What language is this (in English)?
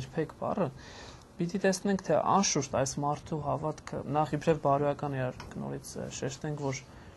Armenian